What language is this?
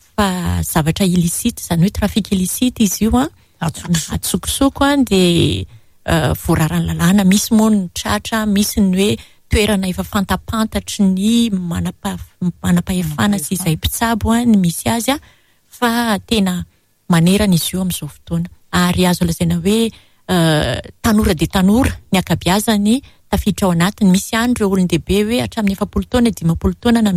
Malagasy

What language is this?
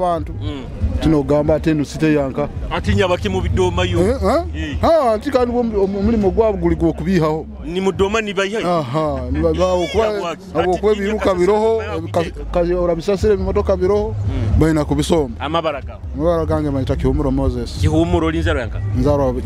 Nyoro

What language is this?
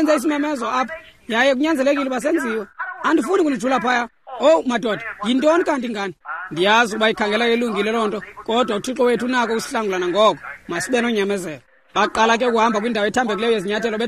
Xhosa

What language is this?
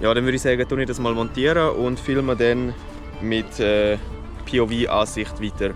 Swiss German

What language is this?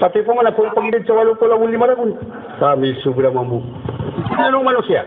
Maranao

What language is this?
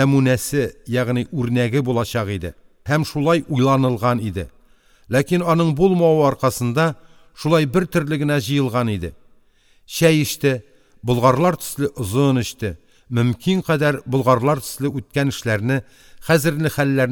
Tatar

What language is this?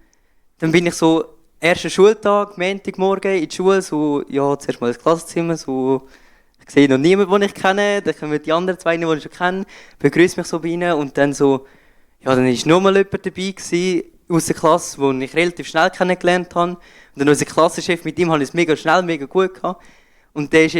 Swiss German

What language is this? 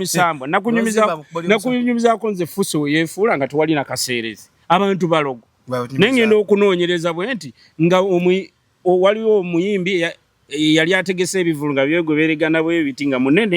Ganda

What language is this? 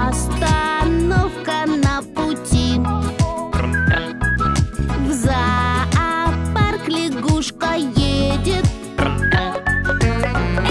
Russian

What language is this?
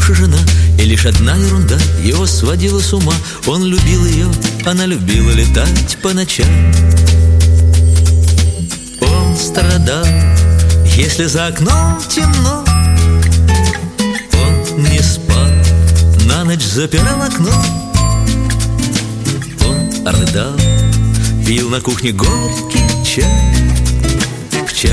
Russian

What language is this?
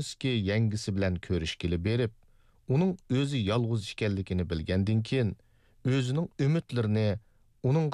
Uyghur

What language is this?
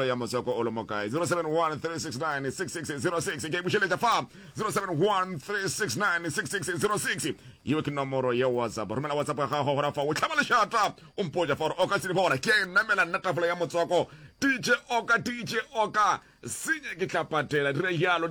Northern Sotho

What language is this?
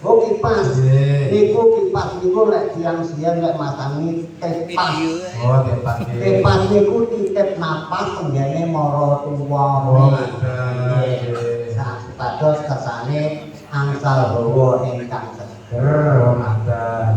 Javanese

